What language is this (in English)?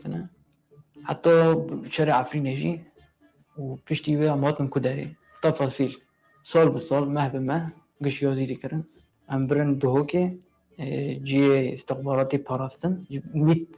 Kurdish